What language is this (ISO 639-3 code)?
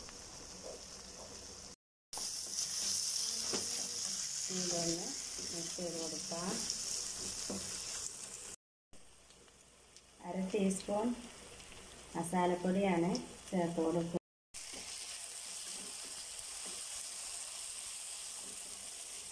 mal